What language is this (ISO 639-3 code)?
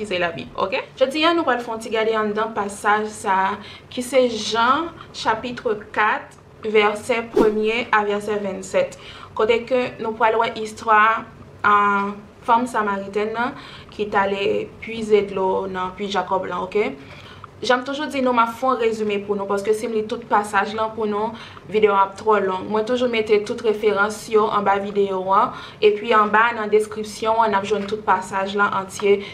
hat